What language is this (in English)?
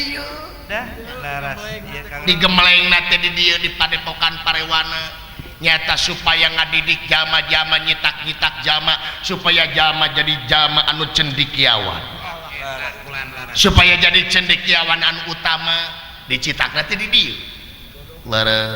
Sundanese